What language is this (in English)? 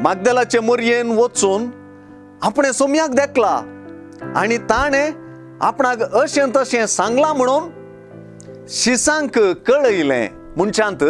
Konkani